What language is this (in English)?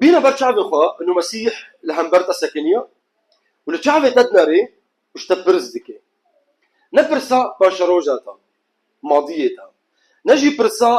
Kurdish